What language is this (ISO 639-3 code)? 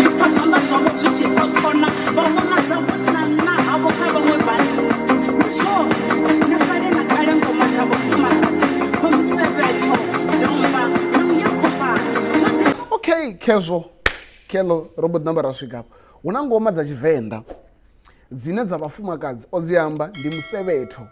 ven